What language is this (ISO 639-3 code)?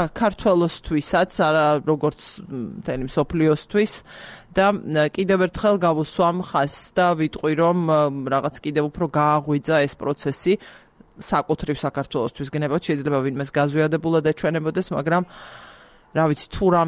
kat